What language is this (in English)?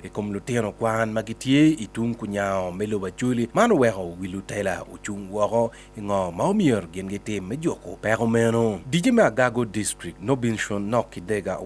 Acoli